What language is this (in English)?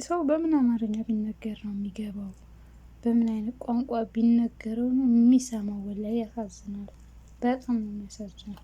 Amharic